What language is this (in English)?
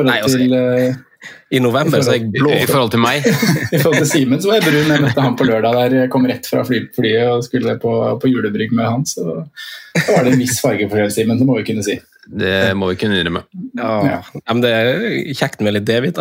Norwegian